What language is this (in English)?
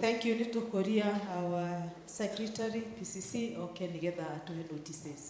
Kikuyu